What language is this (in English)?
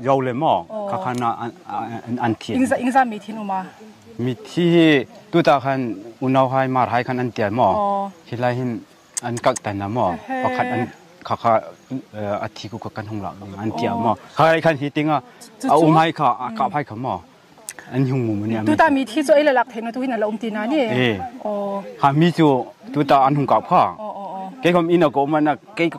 Hmar